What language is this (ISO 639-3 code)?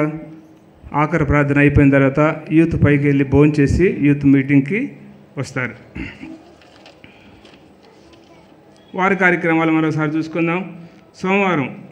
tel